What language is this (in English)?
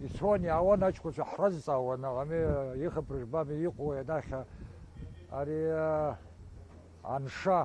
Abkhazian